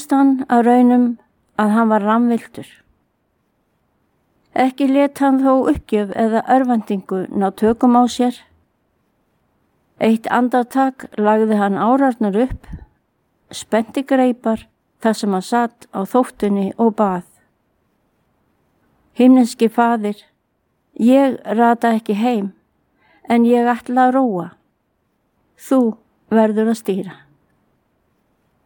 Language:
Icelandic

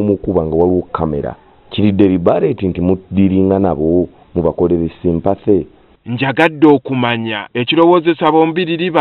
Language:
Ganda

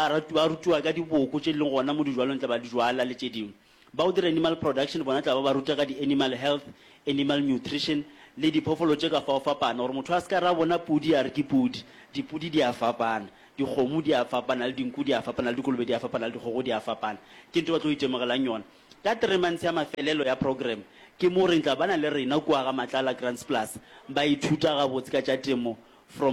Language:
Northern Sotho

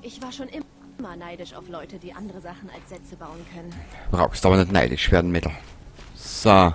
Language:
Bavarian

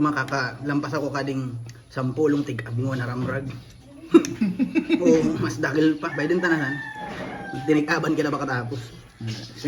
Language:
Bikol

